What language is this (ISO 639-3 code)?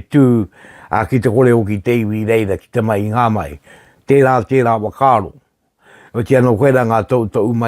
mri